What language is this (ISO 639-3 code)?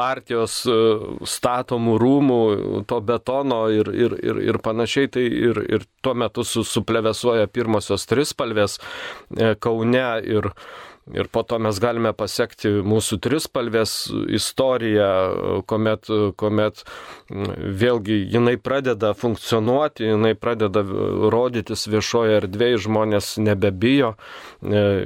lit